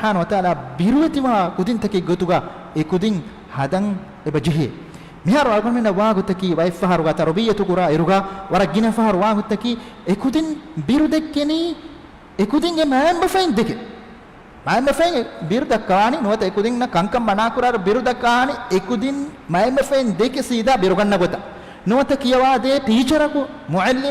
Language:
Divehi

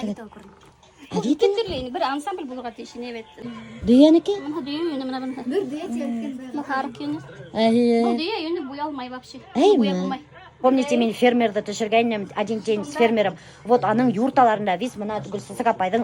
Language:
Bashkir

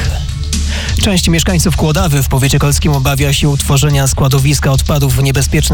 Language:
Polish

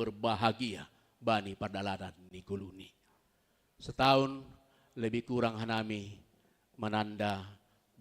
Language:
Batak Simalungun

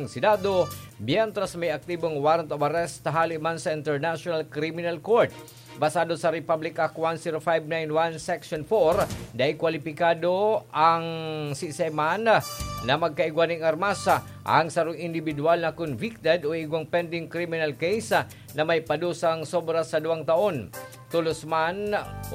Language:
Bikol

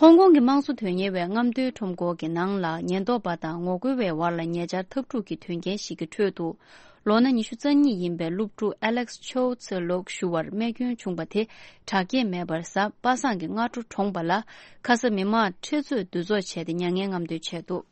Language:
Tibetan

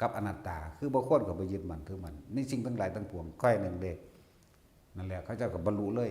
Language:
Northeastern Thai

